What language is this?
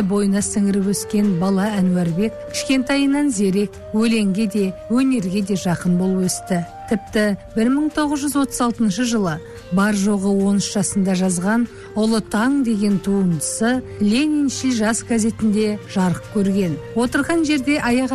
Kazakh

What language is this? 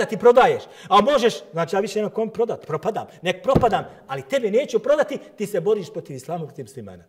Bosnian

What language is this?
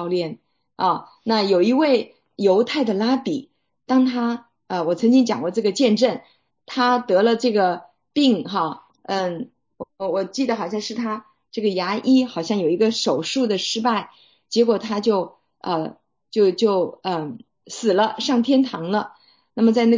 Chinese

